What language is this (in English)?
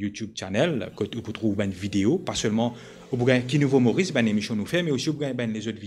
Morisyen